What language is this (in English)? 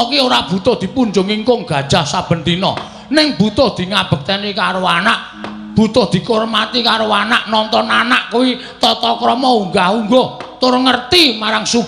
Javanese